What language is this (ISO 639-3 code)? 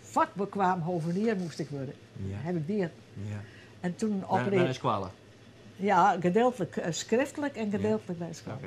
fry